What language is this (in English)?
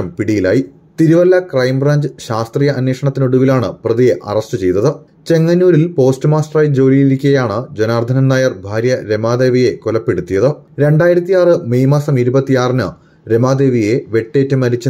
Malayalam